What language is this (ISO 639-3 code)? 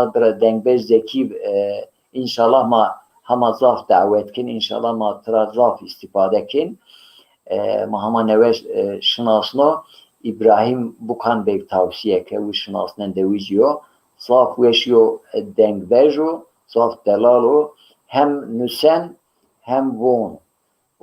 zza